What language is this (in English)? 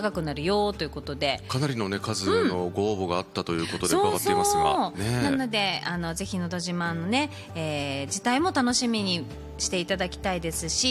Japanese